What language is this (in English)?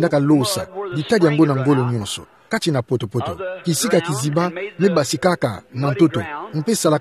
Kituba (Democratic Republic of Congo)